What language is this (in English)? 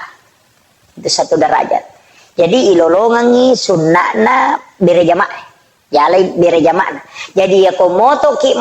Buginese